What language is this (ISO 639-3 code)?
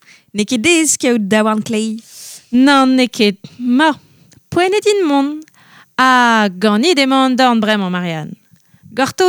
bre